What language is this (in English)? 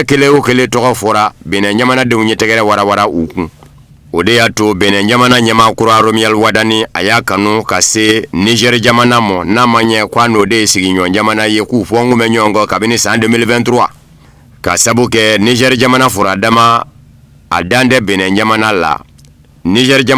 Bambara